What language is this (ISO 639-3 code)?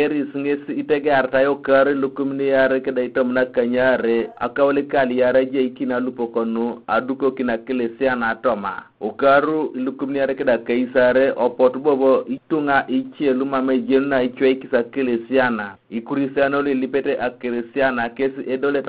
teo